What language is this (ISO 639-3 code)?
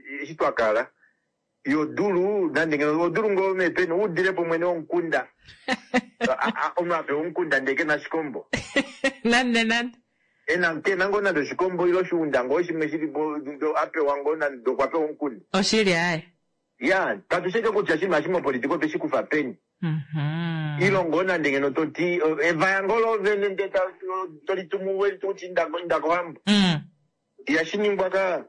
kua